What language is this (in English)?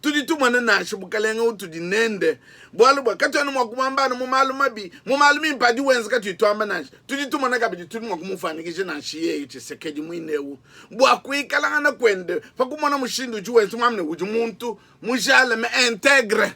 Luba-Lulua